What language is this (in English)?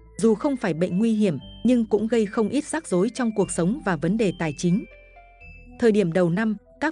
Vietnamese